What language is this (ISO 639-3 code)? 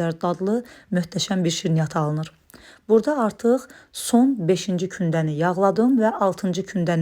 aze